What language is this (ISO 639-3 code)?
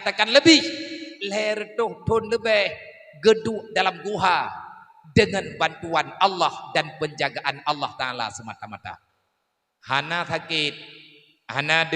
ace